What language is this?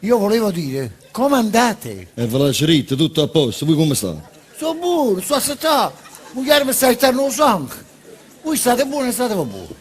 Neapolitan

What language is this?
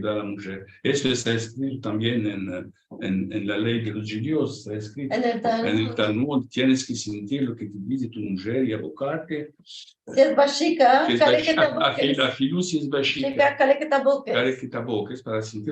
Ladino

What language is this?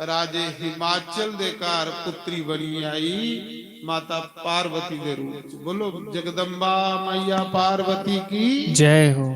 Dogri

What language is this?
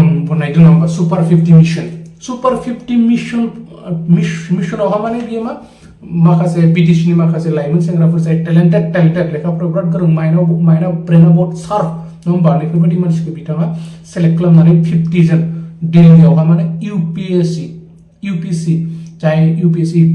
Bodo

